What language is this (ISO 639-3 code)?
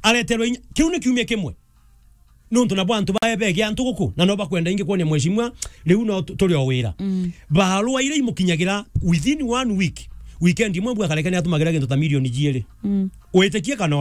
mer